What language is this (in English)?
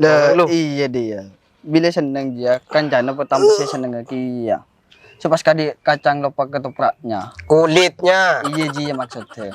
Madurese